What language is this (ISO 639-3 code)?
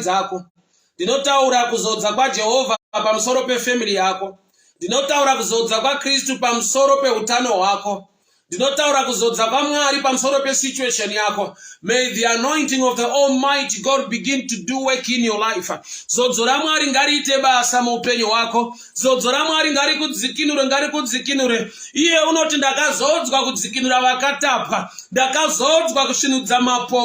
sna